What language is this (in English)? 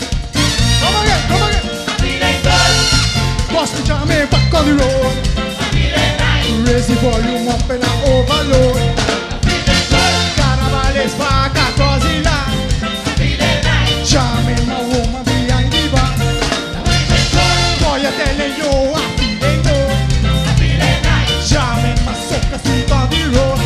Papiamento